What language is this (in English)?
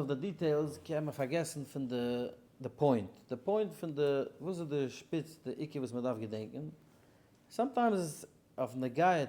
Yiddish